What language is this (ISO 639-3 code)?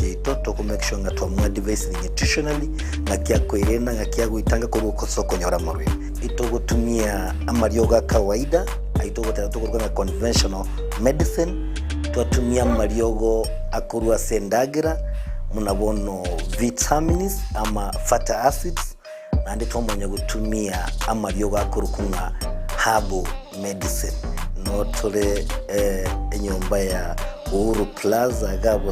guz